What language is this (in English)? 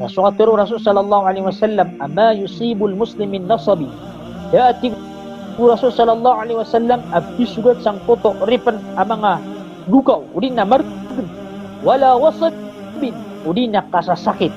Maranao